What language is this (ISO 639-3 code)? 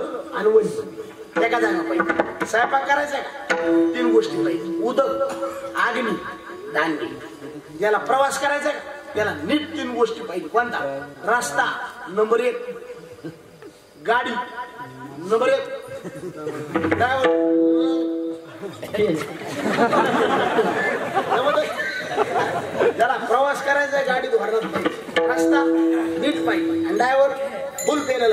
mar